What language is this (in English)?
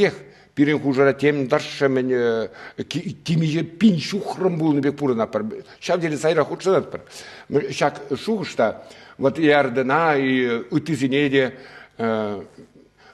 Chuvash